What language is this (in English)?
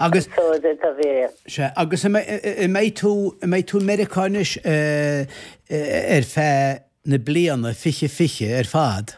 Irish